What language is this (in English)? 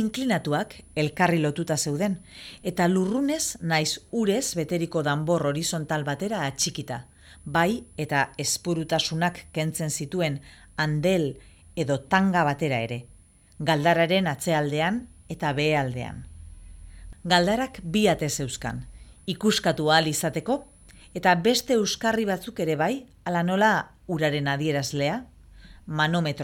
Basque